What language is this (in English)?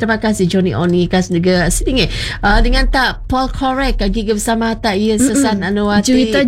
Malay